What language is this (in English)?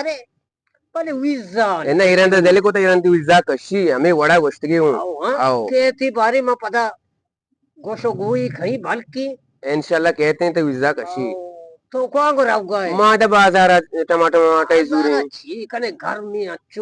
Eastern Balochi